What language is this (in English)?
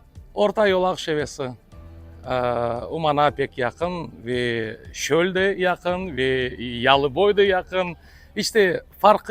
Crimean Tatar